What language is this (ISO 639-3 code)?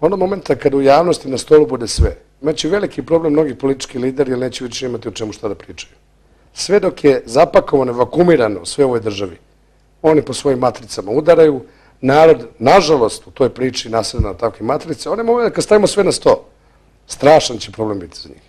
bos